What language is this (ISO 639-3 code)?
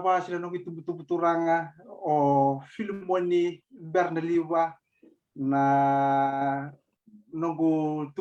fij